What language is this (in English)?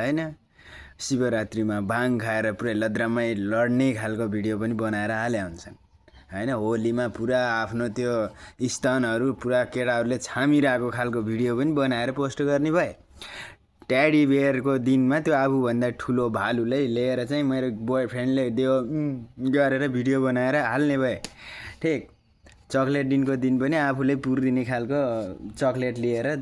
Nepali